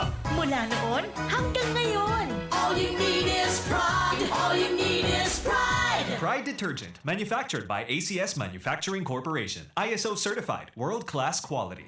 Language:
Bikol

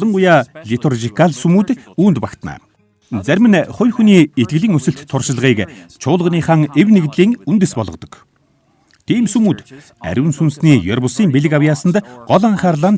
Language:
Mongolian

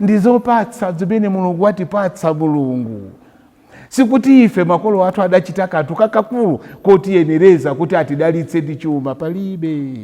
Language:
Nyanja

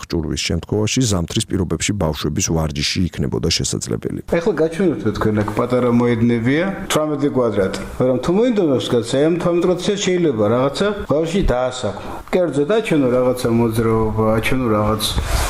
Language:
Georgian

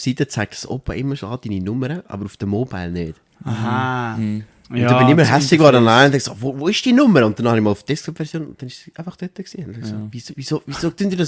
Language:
Swiss German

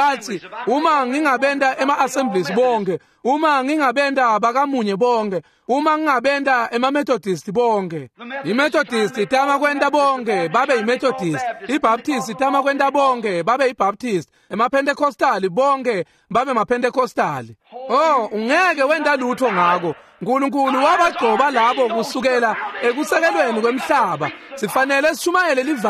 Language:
Swati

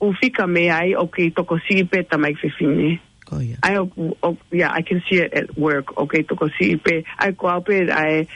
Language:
Tongan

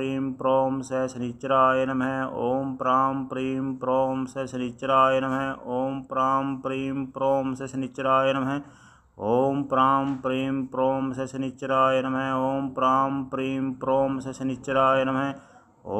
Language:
Sanskrit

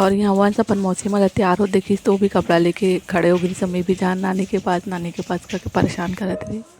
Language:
Chhattisgarhi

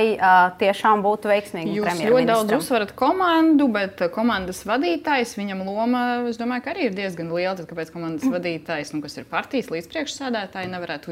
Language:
Latvian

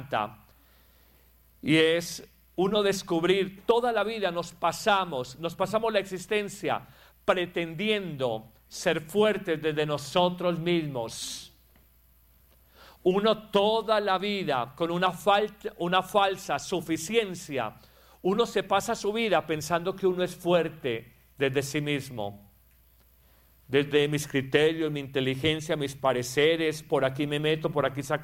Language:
Spanish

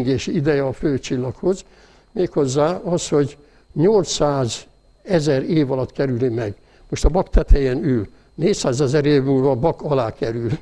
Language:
Hungarian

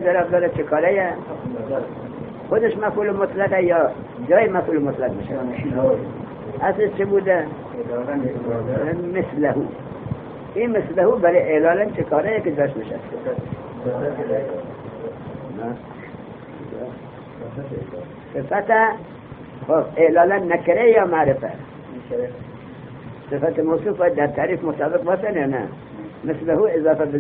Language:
Persian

